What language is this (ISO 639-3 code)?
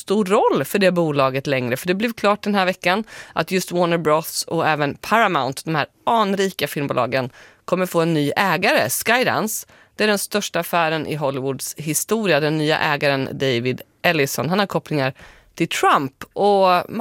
swe